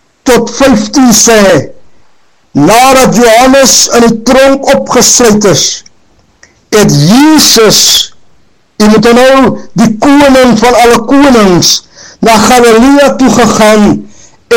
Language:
Afrikaans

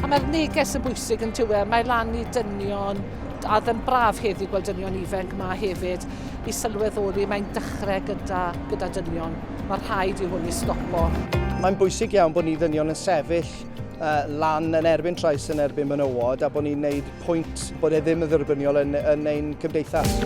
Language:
Welsh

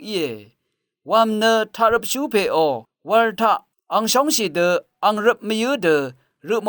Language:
Rawang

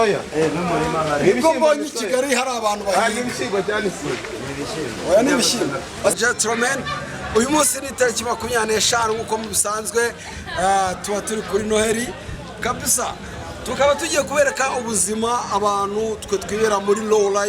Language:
Kinyarwanda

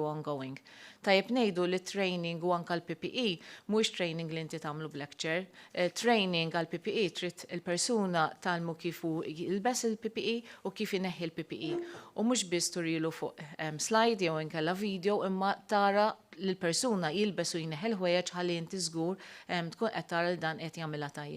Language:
Maltese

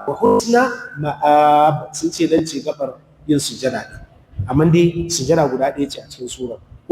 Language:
Hausa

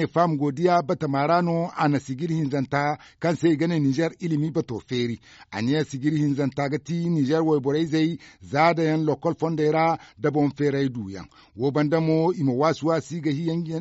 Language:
Zarma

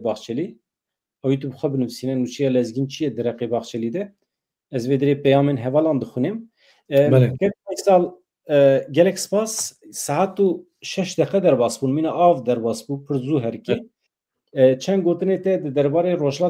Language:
Kurdish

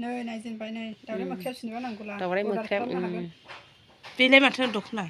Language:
Bodo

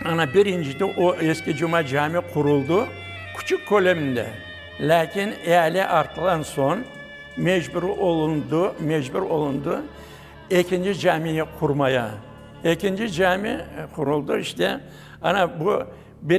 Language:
Crimean Tatar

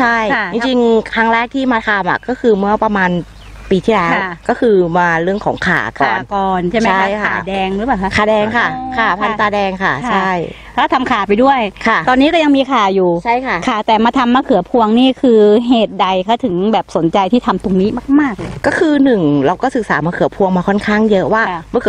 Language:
Thai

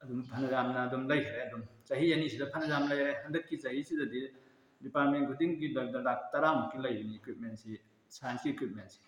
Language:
Manipuri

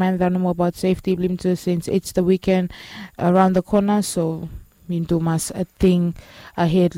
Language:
Bislama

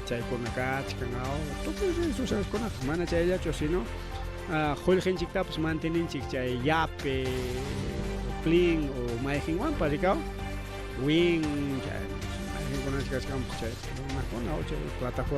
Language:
Ayacucho Quechua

